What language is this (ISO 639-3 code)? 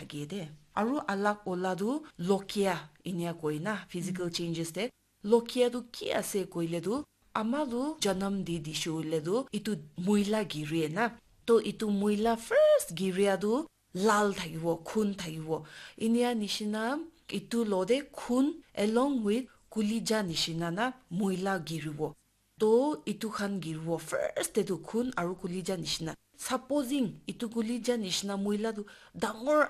nag